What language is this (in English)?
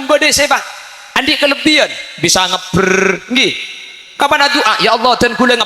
Madurese